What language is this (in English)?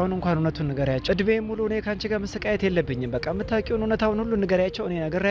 Amharic